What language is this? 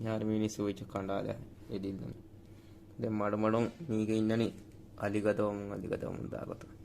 Divehi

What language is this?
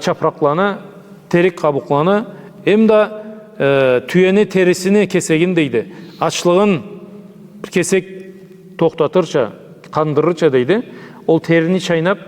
Karachay-Balkar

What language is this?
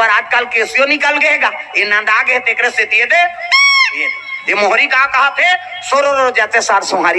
Chhattisgarhi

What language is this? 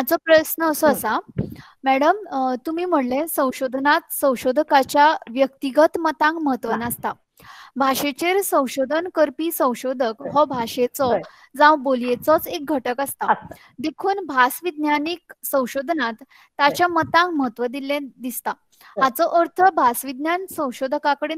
Konkani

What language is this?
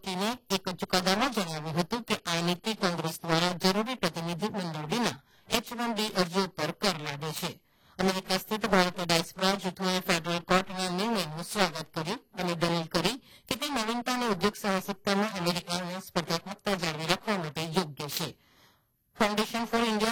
Gujarati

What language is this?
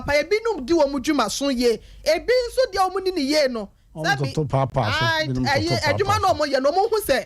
Akan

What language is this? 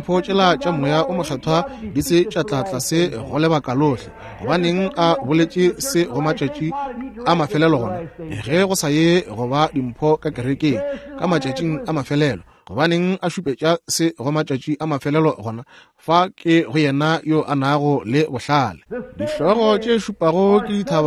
Northern Sotho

